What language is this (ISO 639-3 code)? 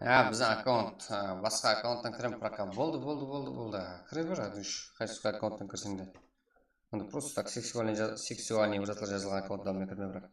kaa